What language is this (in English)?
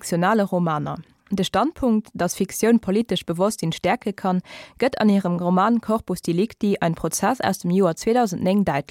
Luxembourgish